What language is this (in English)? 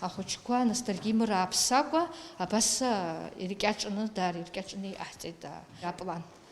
Abkhazian